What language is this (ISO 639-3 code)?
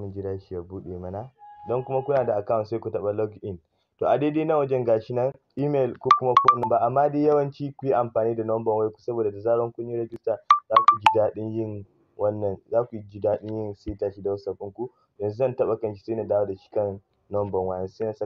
hau